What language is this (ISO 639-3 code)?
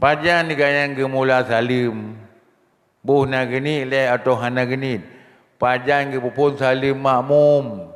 ace